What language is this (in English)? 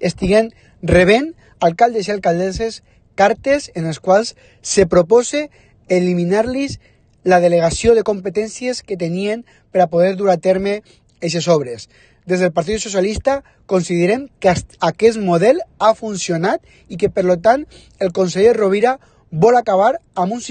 Catalan